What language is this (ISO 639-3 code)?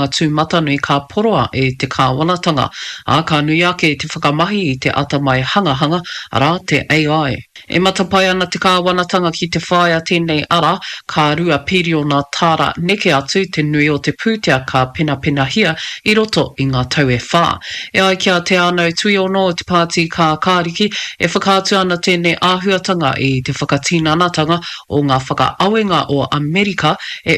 mri